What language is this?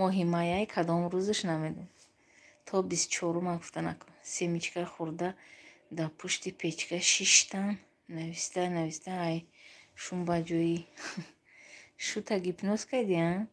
Tajik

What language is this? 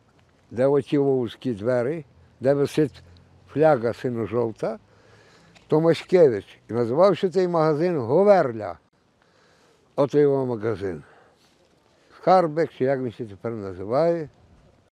Ukrainian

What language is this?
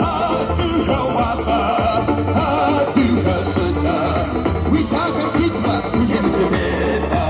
Kabardian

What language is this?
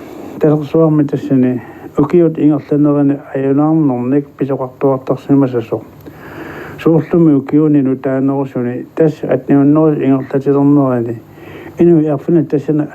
Kalaallisut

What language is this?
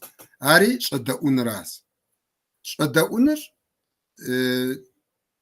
Kabardian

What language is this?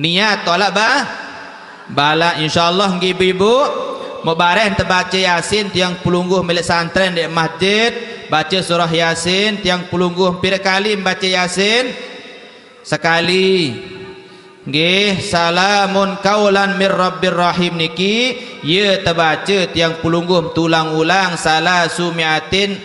Sasak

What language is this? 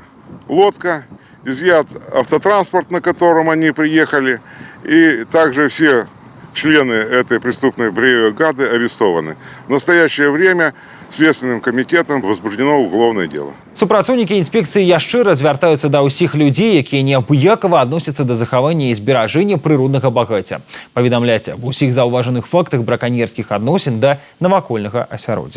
Belarusian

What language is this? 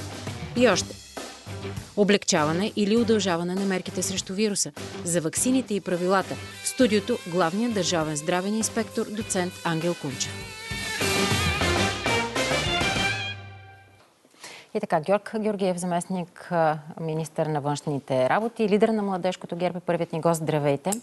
Bulgarian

